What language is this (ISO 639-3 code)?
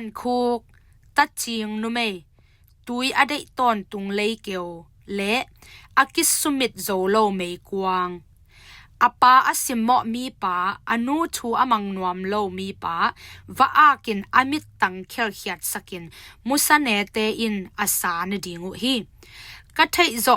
ctd